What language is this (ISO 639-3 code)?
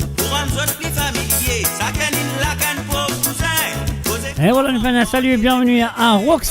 mfe